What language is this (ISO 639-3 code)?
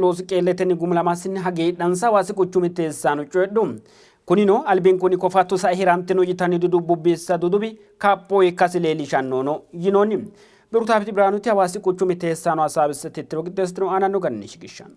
sid